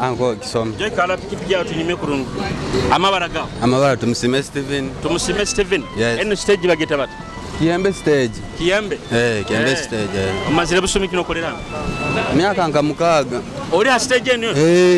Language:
Nyoro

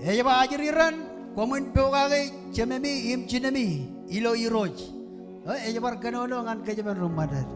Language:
Marshallese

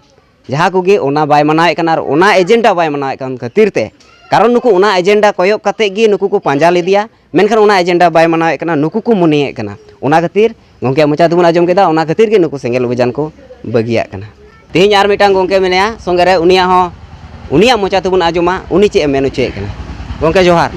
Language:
Santali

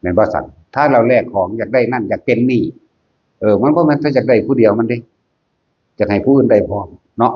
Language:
Northeastern Thai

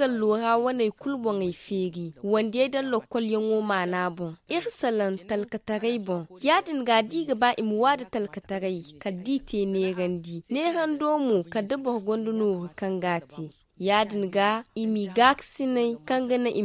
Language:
Zarma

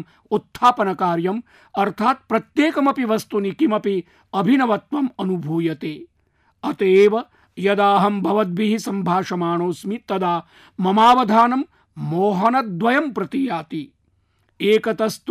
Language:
Sanskrit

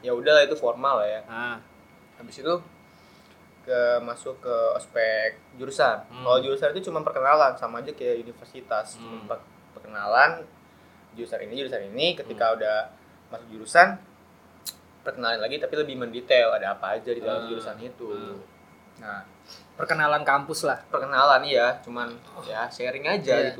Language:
Indonesian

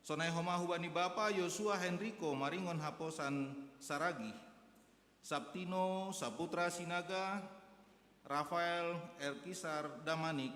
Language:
Batak Simalungun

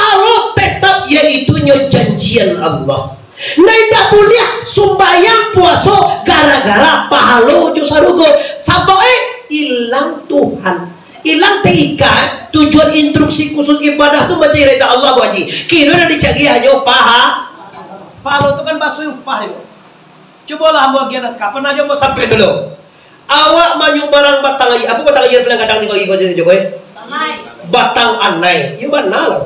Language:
Minangkabau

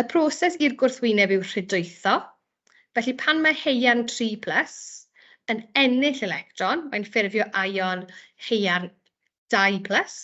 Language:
Welsh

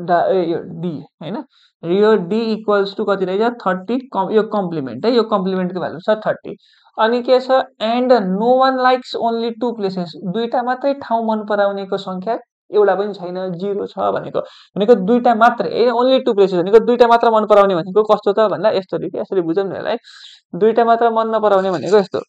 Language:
Nepali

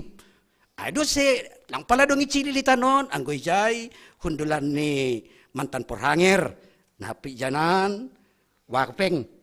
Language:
Batak Simalungun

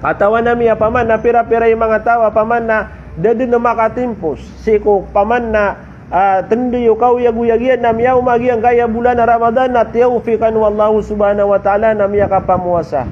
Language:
Maranao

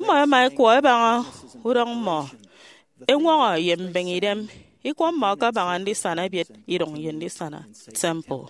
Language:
Efik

